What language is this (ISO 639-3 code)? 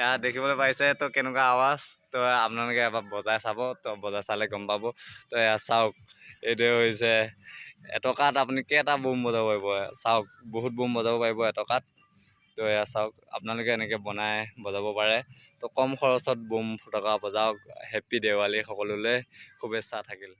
asm